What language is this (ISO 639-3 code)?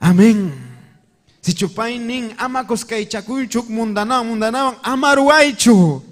quy